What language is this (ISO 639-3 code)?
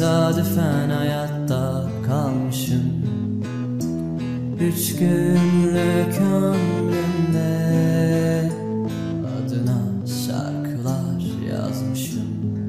tur